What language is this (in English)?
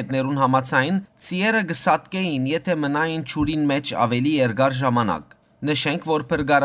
Western Armenian